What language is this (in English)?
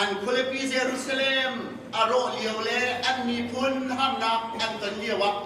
Hakha Chin